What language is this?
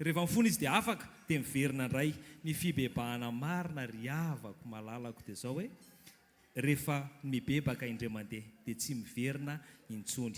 Malagasy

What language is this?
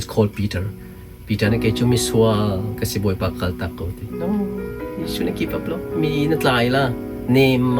Hakha Chin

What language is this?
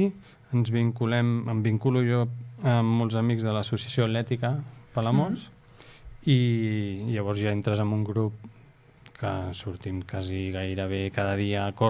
Catalan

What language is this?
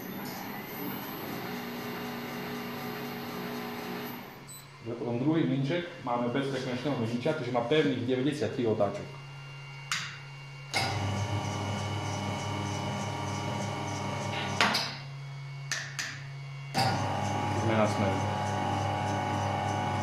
Slovak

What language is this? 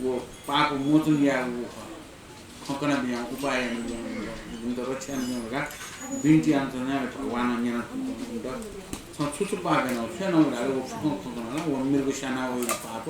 Newari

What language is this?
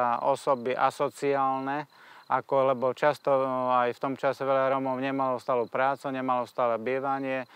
Slovak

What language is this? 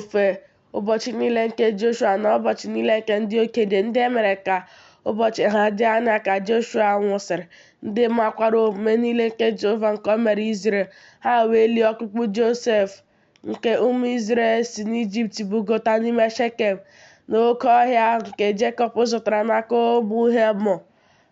Igbo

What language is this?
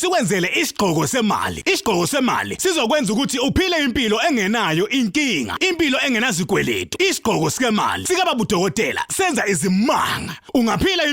Zulu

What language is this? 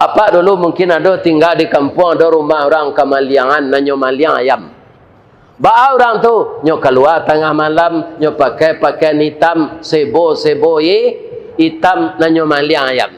Minangkabau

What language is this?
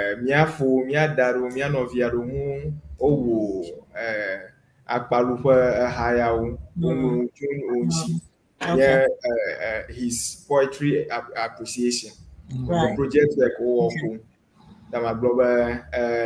Ewe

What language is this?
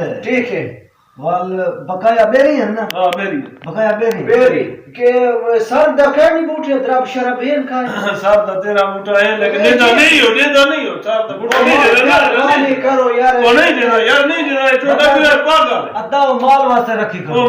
Saraiki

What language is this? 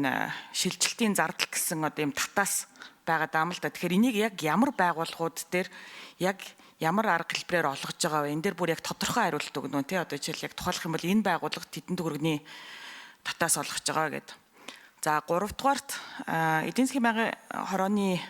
Mongolian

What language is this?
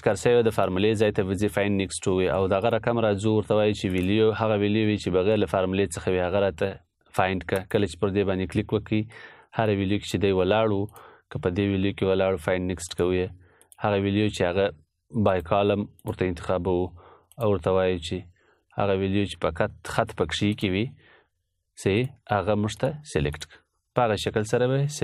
Pashto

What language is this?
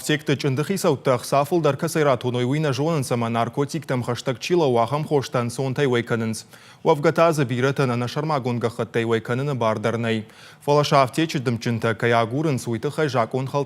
Ossetic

